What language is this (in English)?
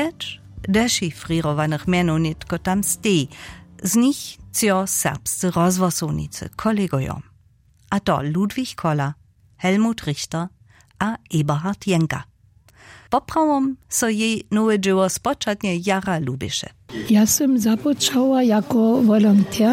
Upper Sorbian